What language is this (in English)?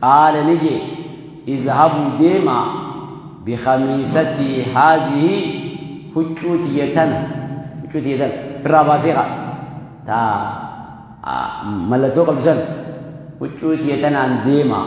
Oromo